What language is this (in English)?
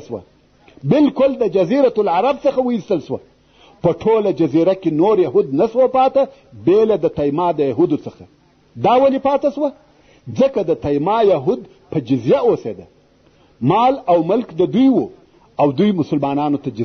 Pashto